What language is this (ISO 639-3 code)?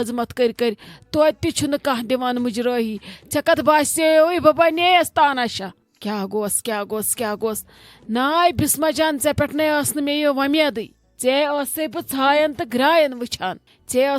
kas